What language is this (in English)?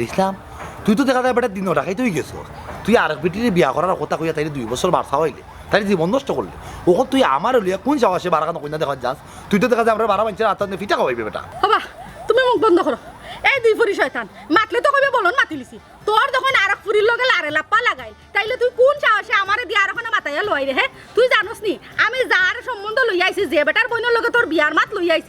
Sylheti